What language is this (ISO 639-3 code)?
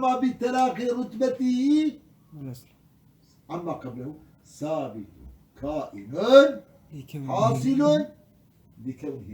kur